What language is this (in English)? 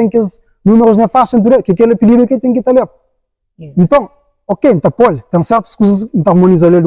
Kabuverdianu